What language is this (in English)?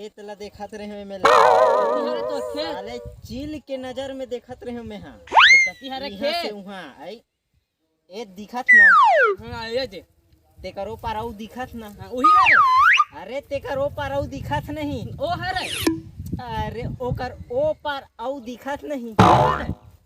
Chhattisgarhi